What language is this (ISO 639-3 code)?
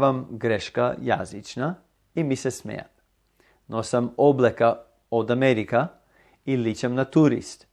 mkd